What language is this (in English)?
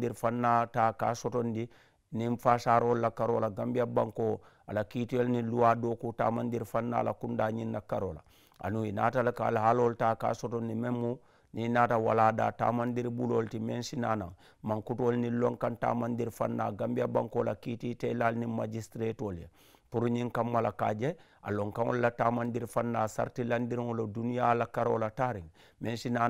Mandingo